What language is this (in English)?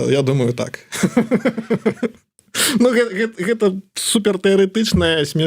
Belarusian